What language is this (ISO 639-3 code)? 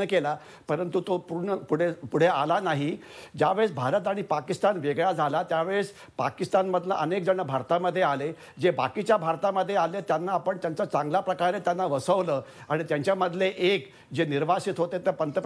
mar